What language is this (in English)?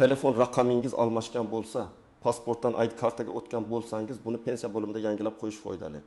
Uzbek